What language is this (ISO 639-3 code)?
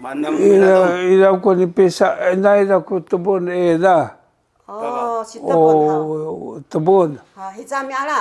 szy